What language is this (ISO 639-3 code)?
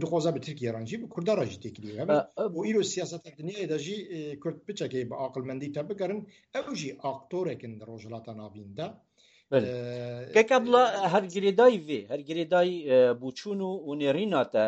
kur